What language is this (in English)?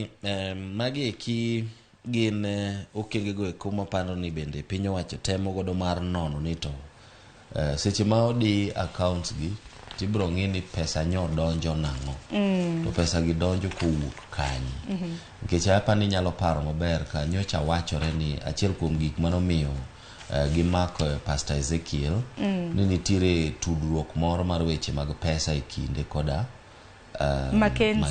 Luo (Kenya and Tanzania)